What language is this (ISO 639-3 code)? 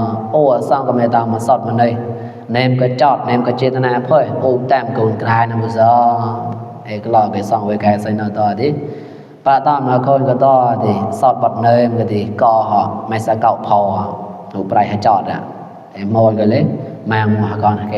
mnw